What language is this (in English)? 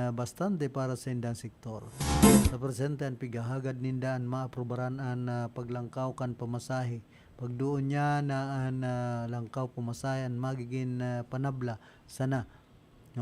Bikol